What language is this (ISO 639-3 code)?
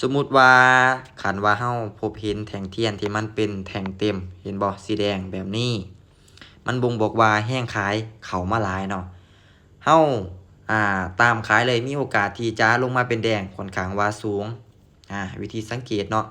lao